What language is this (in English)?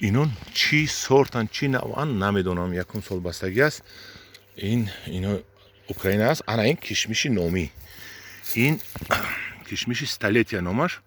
Tajik